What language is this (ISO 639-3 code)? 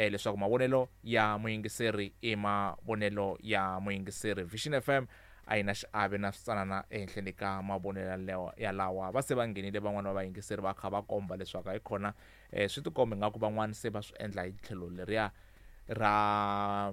tso